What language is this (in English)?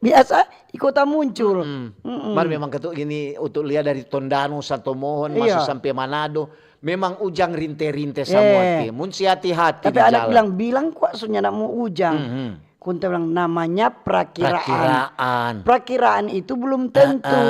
Manado Malay